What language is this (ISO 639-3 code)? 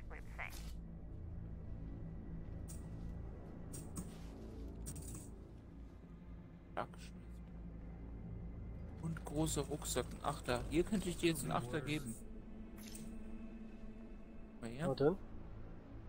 deu